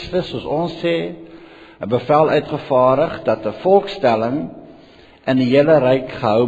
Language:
Afrikaans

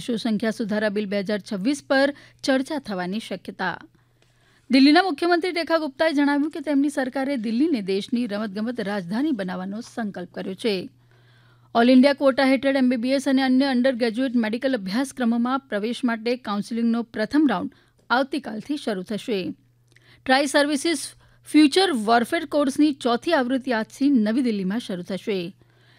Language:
Gujarati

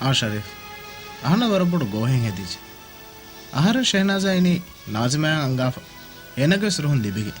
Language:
Divehi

